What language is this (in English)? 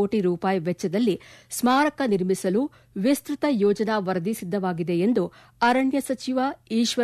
Kannada